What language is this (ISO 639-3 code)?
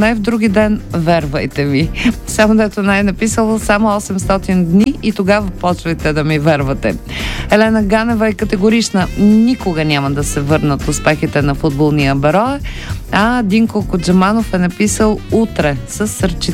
bul